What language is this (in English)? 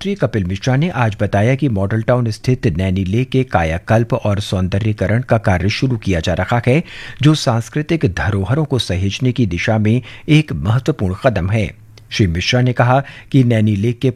Hindi